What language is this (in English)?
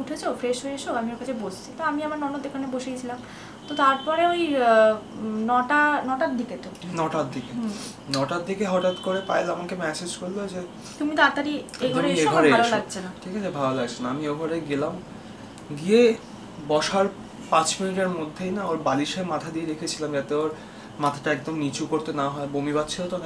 Bangla